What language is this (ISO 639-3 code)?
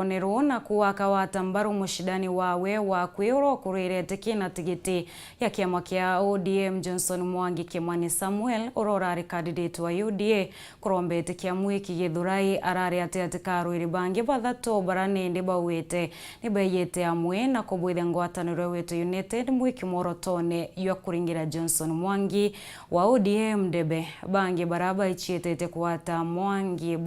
mer